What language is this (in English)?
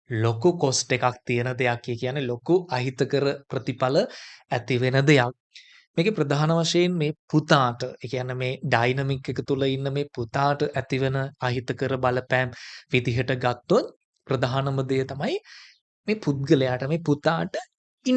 Sinhala